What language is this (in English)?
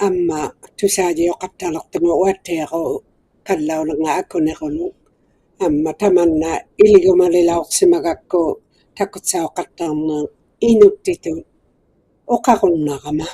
Inuktitut